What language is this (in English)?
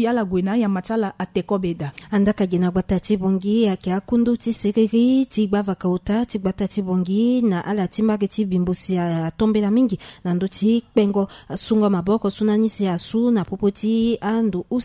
Sango